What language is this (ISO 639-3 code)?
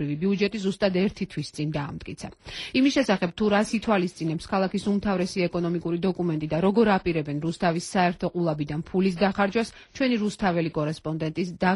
kat